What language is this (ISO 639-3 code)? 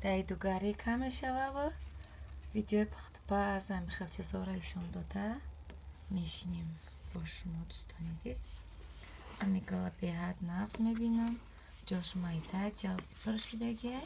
tgk